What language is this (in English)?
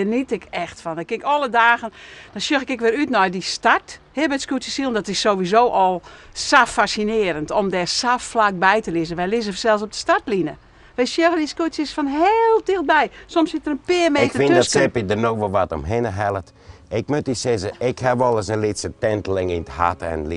Western Frisian